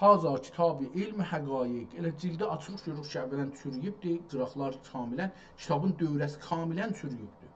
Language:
South Azerbaijani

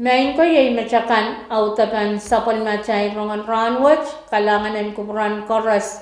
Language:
Pohnpeian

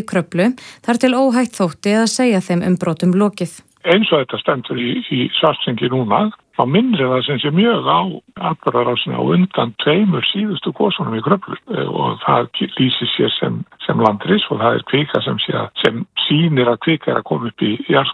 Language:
Icelandic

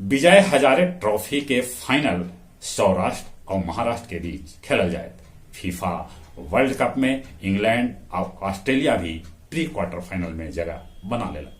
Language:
Magahi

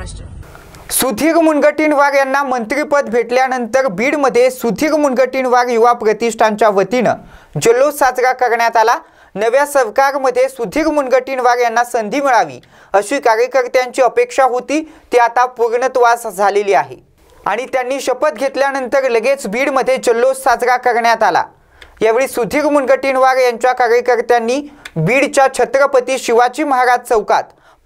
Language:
Marathi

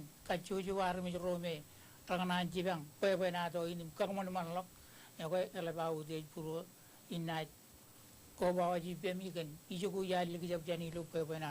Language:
Marshallese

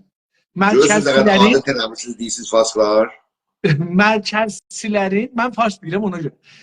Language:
South Azerbaijani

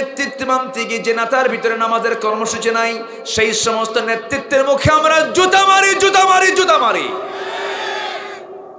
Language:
Bangla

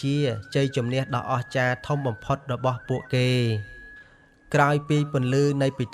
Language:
Khmer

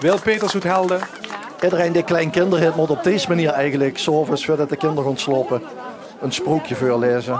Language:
Limburgish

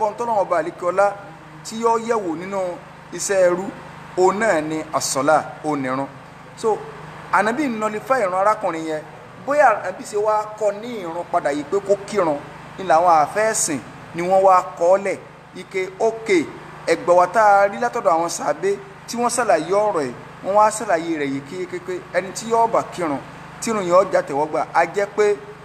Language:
Yoruba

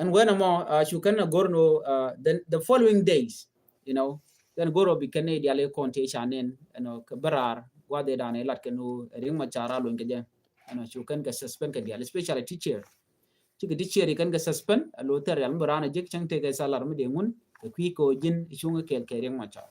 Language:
Nuer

